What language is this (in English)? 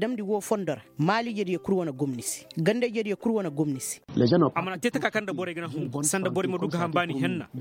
Koyraboro Senni